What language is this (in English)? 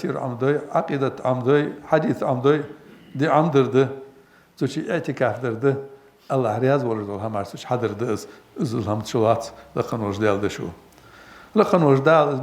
Ingush